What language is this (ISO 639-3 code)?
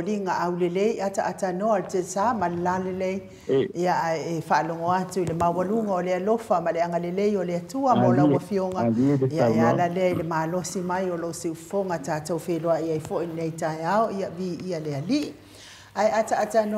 smo